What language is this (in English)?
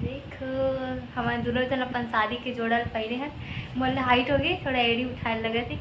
Chhattisgarhi